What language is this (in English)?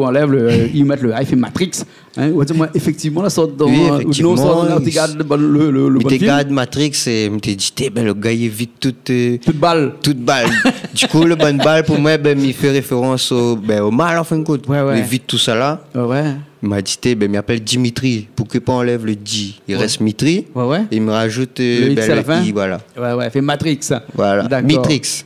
Réunion Creole French